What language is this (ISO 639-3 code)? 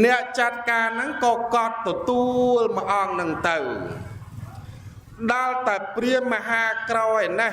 khm